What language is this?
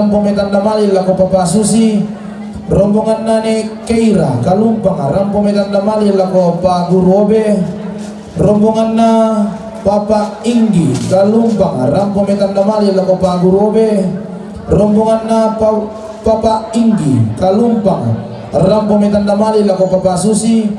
Toraja-Sa'dan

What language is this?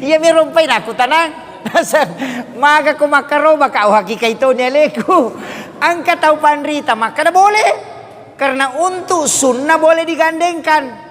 Buginese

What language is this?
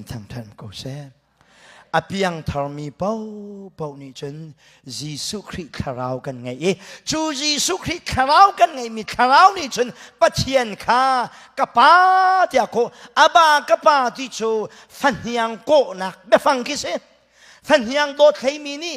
Hakha Chin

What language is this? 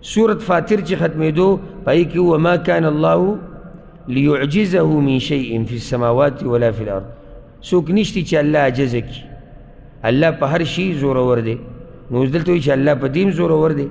Pashto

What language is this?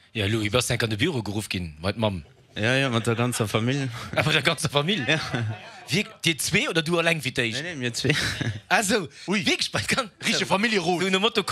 Luxembourgish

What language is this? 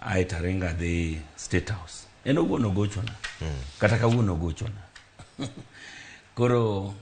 Luo (Kenya and Tanzania)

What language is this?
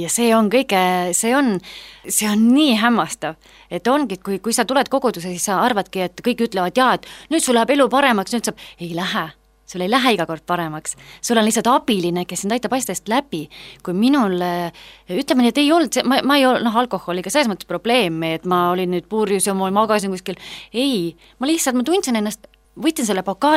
Estonian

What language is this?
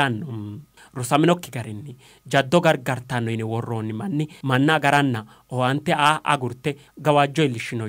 Sidamo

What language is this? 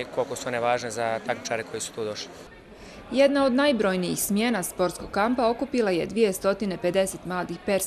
Bosnian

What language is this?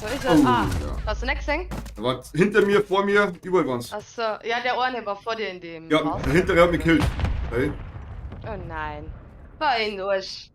Bavarian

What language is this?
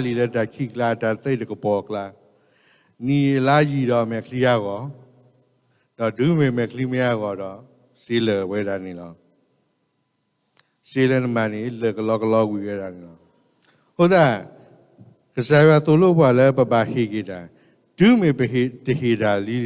S'gaw Karen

